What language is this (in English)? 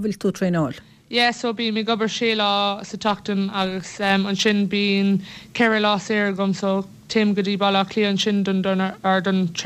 Irish